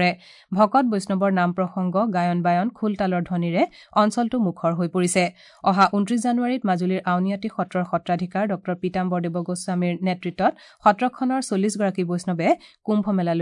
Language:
Assamese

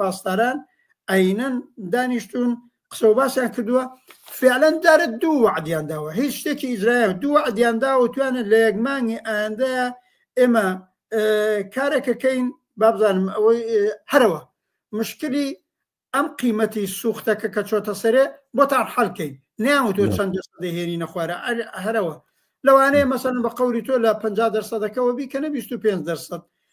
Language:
Central Kurdish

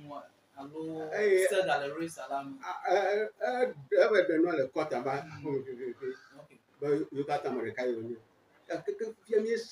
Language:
Ewe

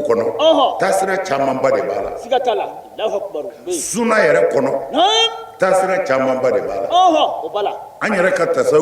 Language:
Bambara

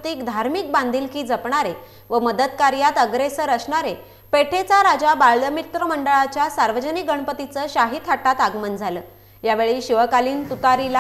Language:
Marathi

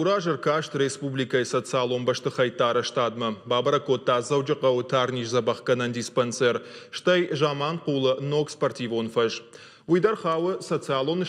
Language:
Ossetic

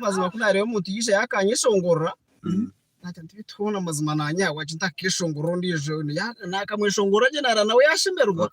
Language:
Nyankole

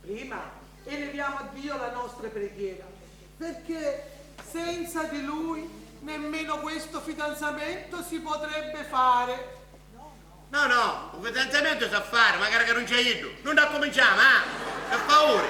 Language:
Sicilian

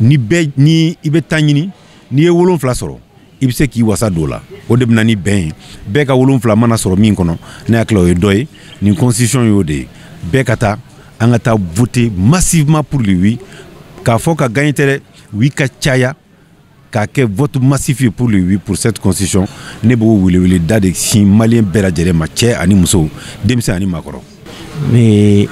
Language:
Bambara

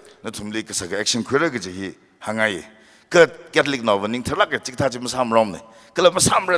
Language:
Tangkhul Naga (India)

